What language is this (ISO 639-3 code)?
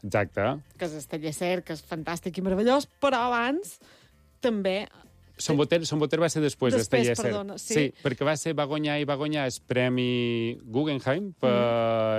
cat